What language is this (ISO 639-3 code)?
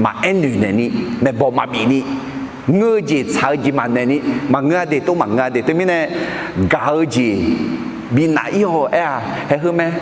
ahk